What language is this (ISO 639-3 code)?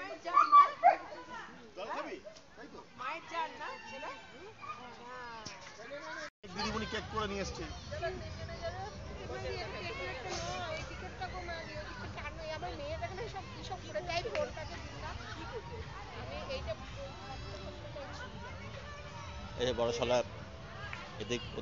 ben